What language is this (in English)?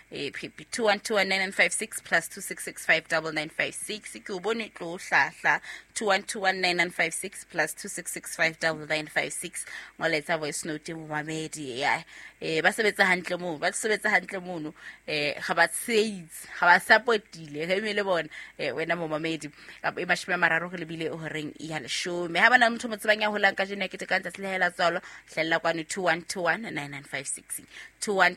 Southern Sotho